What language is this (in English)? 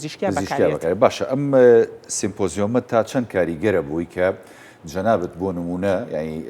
Central Kurdish